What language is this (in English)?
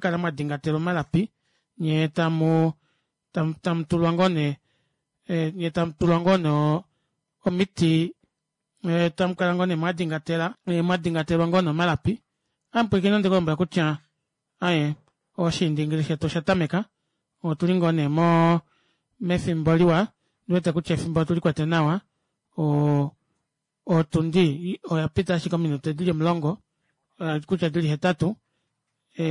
Kuanyama